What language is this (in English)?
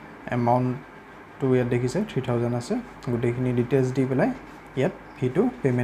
Assamese